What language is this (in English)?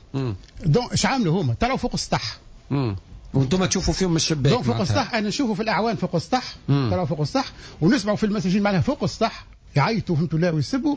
Tunisian Arabic